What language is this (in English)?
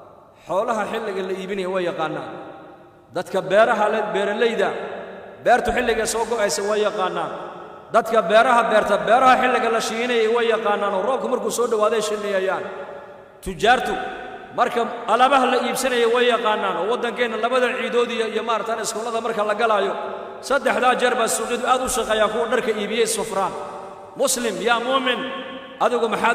Somali